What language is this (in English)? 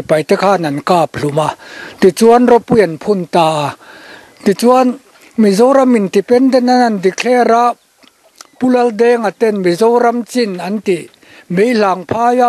Mizo